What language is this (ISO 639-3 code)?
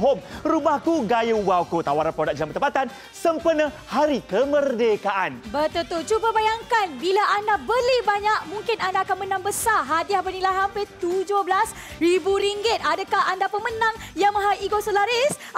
msa